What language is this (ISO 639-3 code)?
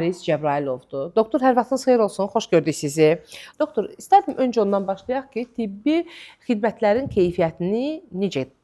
aze